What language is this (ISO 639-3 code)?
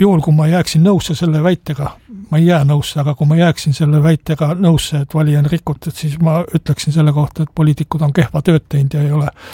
est